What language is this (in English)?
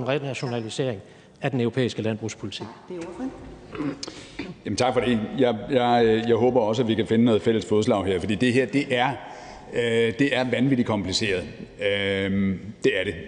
Danish